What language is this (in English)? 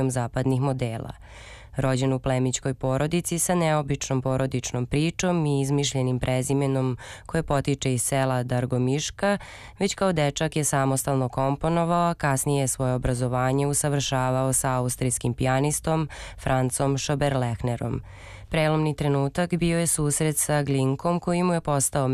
Serbian